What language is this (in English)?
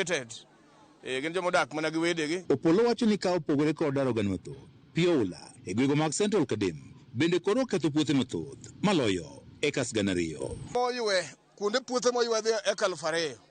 Luo (Kenya and Tanzania)